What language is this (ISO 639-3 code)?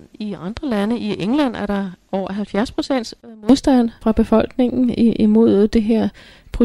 dan